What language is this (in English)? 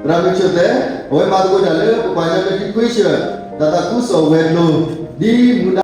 S'gaw Karen